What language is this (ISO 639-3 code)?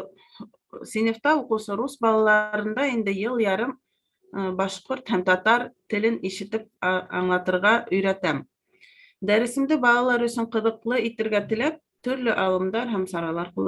bak